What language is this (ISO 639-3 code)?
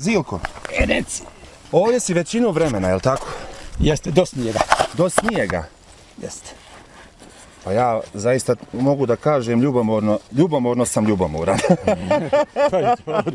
bos